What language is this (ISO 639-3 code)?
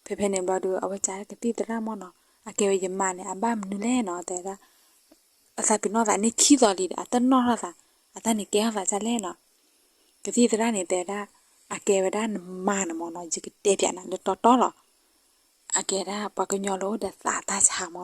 ksw